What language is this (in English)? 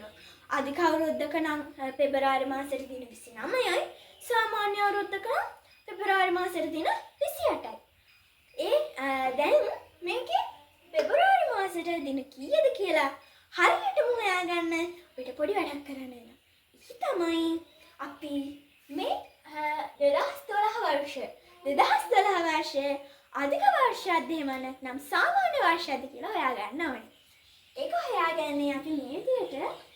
Sinhala